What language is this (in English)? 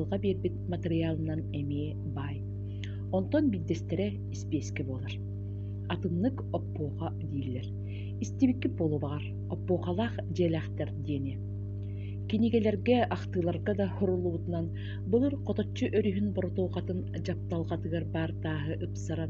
Yakut